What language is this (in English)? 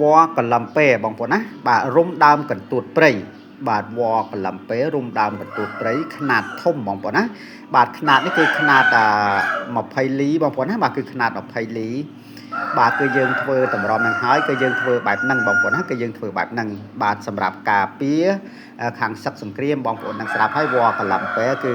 Khmer